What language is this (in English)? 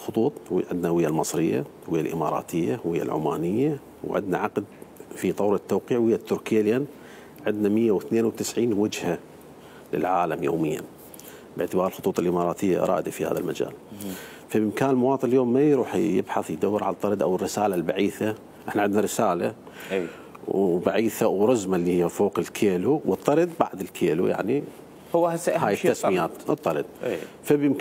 Mesopotamian Arabic